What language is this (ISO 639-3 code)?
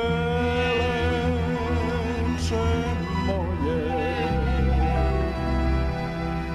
srp